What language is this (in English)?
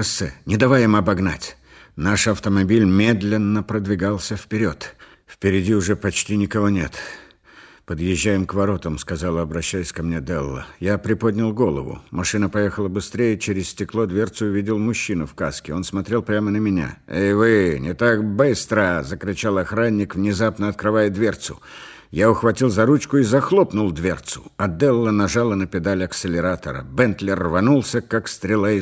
Russian